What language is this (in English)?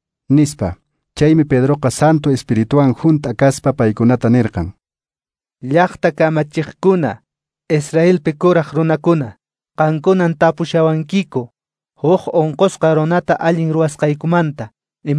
Quechua